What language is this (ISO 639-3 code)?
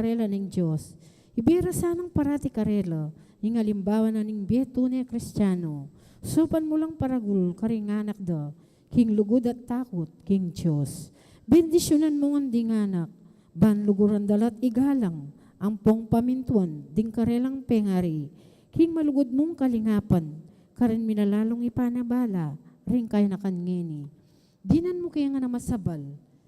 pam